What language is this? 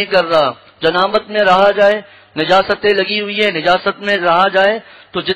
Urdu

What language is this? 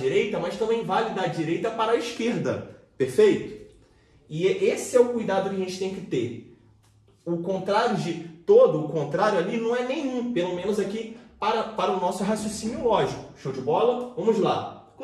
Portuguese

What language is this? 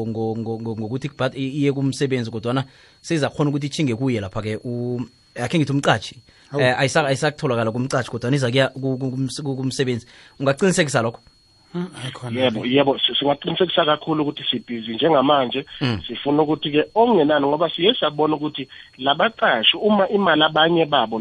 South Ndebele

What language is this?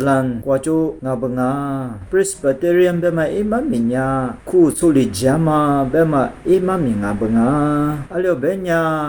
Lisu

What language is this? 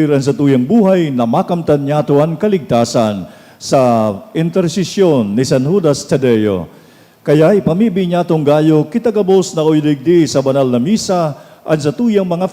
Bikol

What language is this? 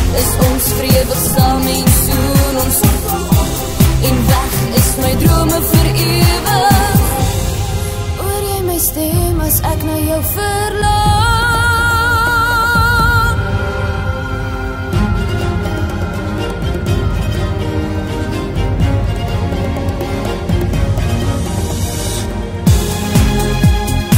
Afrikaans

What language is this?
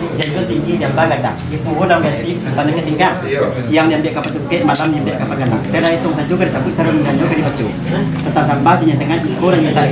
Minangkabau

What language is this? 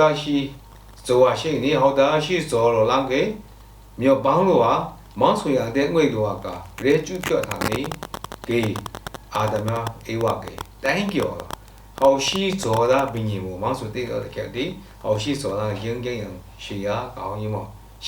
Lashi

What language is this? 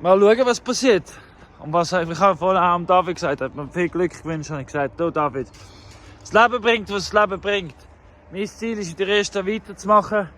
Swiss German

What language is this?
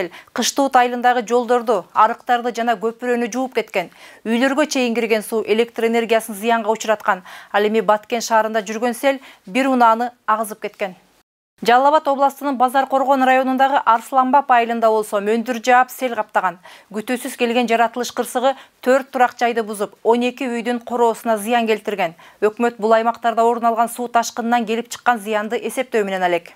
Kyrgyz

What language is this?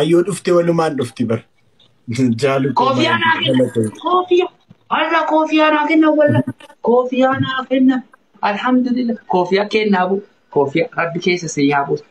Oromo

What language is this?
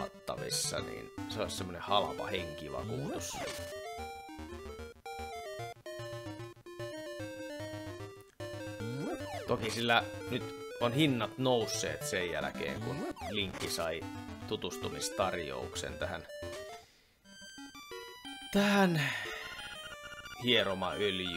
Finnish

